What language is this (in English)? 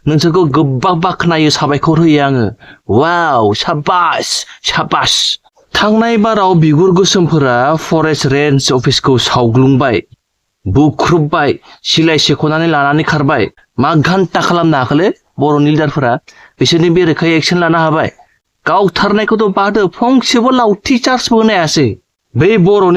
Bodo